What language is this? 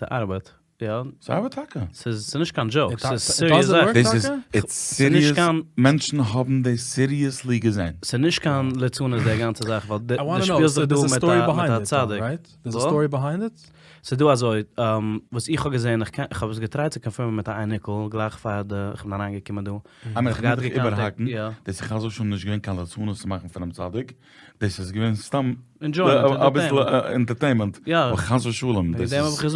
Yiddish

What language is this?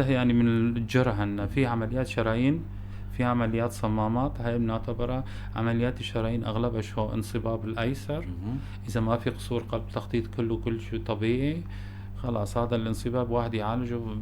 North Levantine Arabic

